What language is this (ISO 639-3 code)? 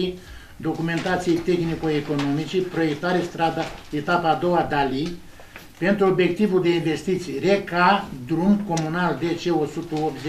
ron